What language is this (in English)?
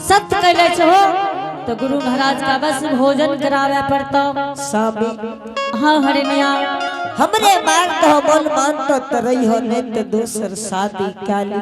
Angika